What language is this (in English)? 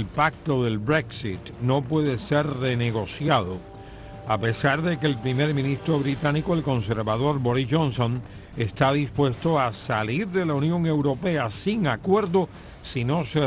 Spanish